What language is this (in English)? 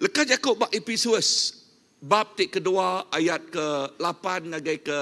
Iban